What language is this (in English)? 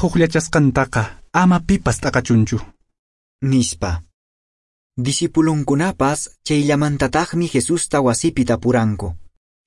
Quechua